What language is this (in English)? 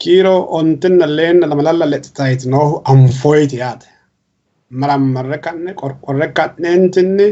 Sidamo